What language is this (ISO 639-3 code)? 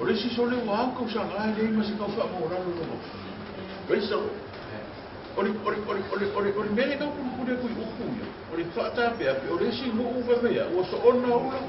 smo